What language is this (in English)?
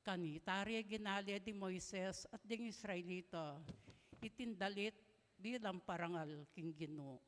Pampanga